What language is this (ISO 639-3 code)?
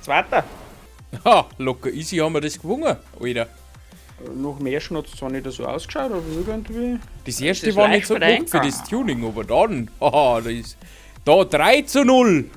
bar